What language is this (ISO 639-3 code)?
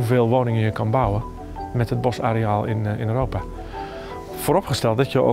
nld